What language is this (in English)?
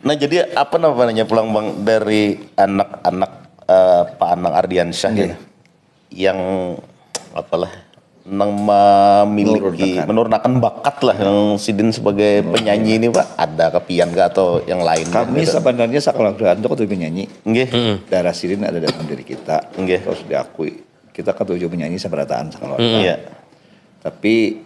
Banjar